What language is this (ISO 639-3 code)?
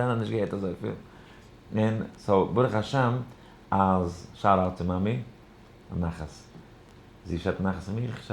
yid